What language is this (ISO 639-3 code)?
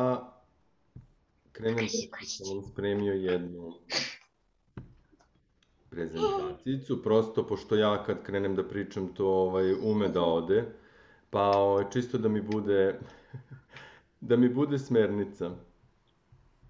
srp